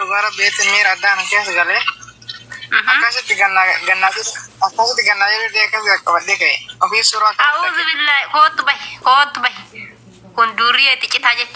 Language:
Oromo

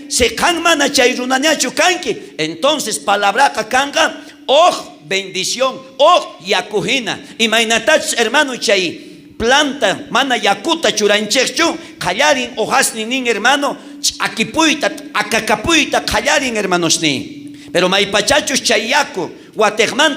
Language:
South Bolivian Quechua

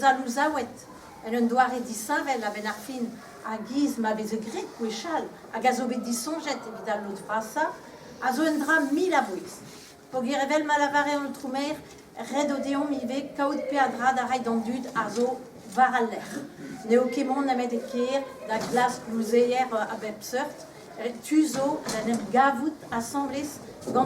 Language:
Breton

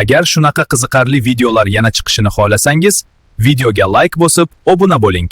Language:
Uzbek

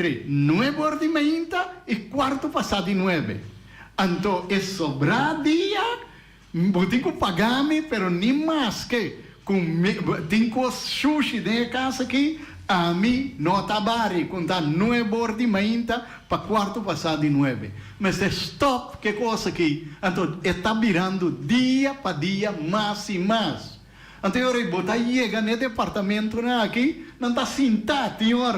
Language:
Papiamento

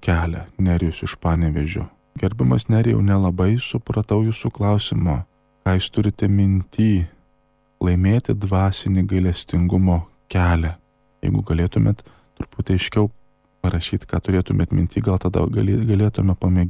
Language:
Lithuanian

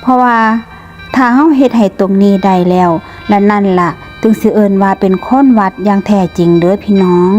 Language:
Northeastern Thai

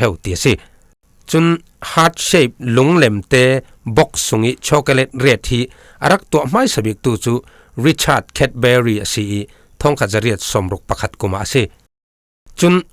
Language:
Falam Chin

